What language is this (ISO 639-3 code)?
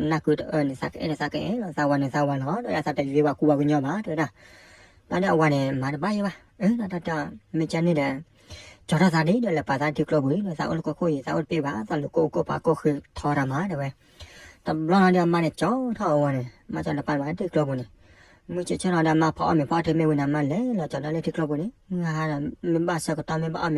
ksw